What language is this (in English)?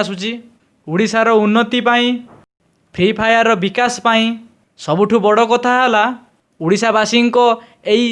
Odia